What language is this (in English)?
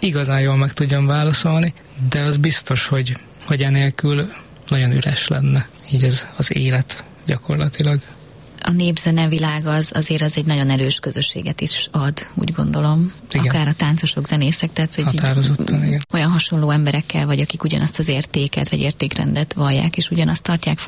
Hungarian